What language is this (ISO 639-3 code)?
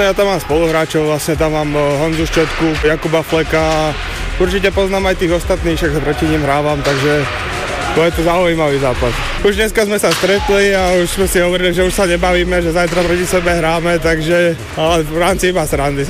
slk